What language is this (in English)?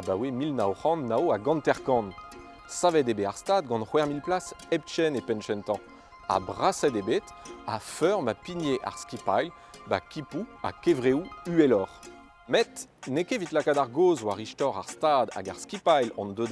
Breton